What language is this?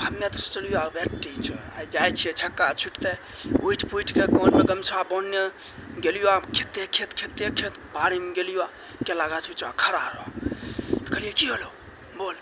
Maithili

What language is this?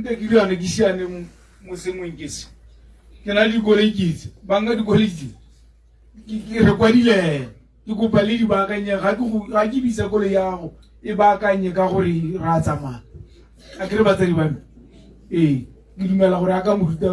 Tswana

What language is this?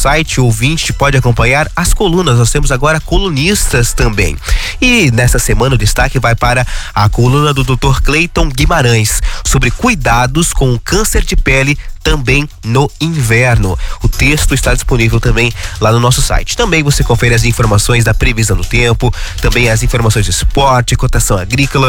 Portuguese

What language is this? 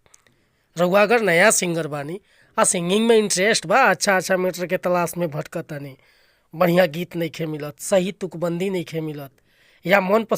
Bhojpuri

